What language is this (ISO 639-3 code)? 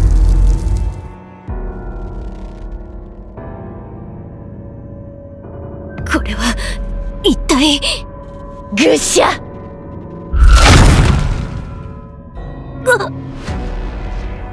jpn